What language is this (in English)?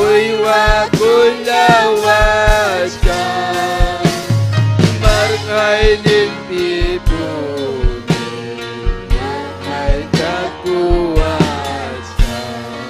Ayacucho Quechua